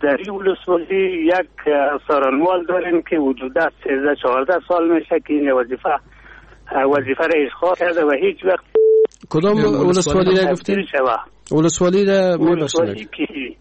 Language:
Persian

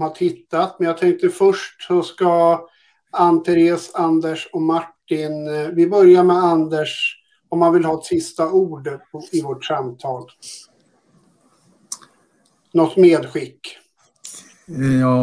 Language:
Swedish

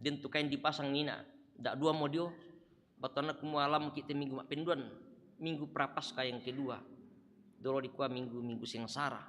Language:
Toraja-Sa'dan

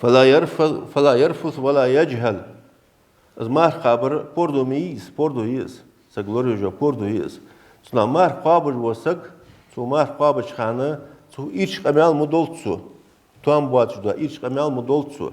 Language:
Ingush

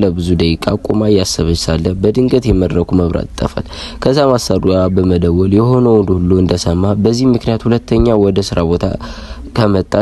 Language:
Amharic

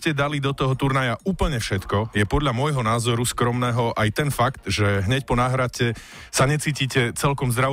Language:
Slovak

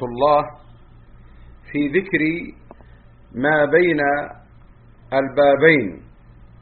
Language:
Arabic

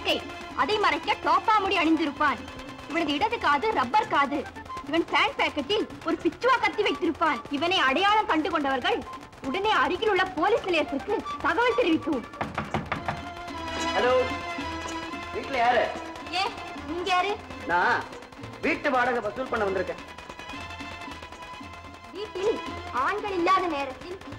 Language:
Tamil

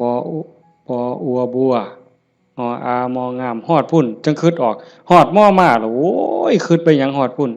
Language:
Northeastern Thai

